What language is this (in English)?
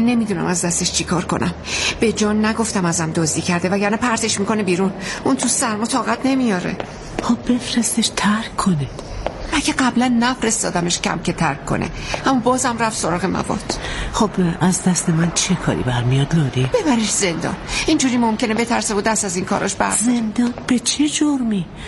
Persian